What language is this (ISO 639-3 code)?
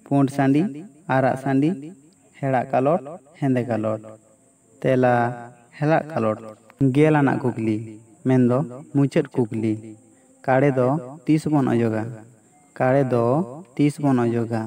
sat